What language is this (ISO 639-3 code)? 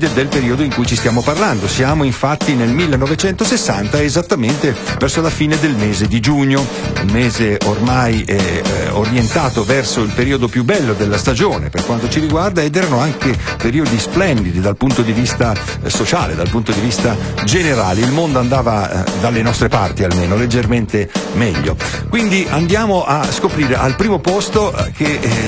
ita